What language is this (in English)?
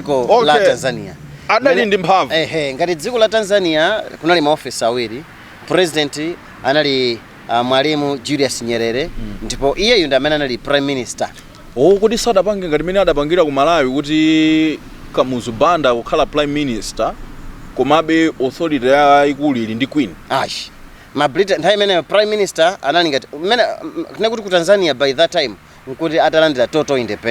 Nyanja